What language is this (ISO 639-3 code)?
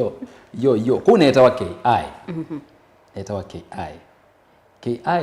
kam